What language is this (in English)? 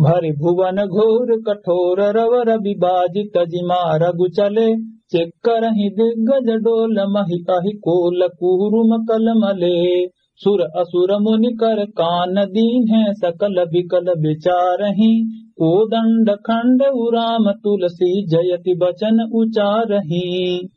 Awadhi